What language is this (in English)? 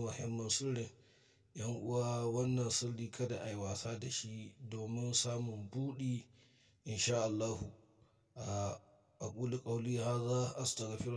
Hausa